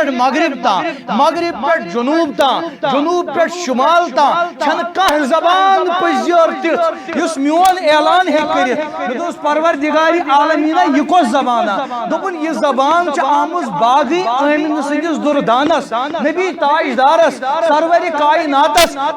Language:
Kashmiri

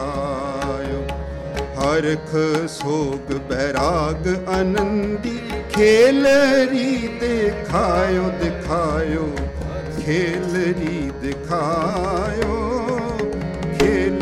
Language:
Punjabi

